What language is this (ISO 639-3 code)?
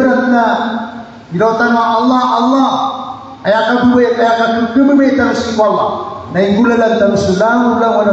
mrw